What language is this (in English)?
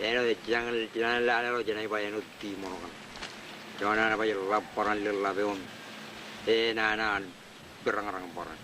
Marshallese